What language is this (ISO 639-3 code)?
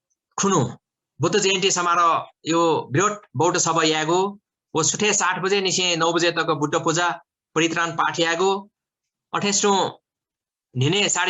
new